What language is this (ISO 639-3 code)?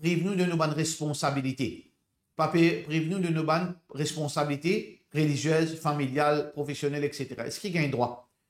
mfe